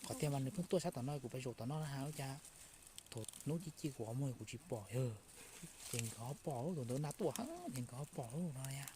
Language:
Hmong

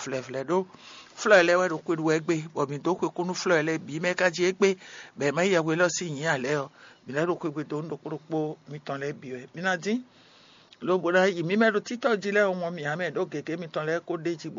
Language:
Fon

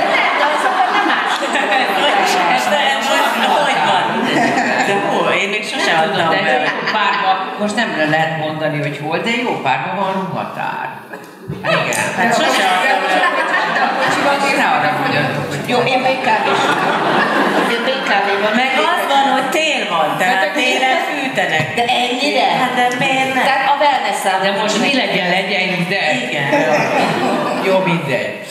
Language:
Hungarian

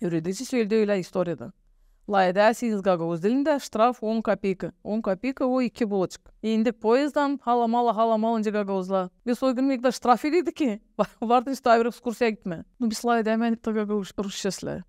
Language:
Gagauz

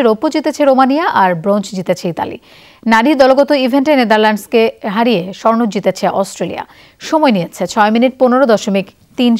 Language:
Bangla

